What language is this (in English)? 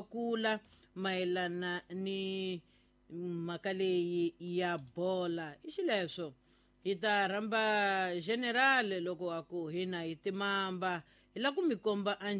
Tsonga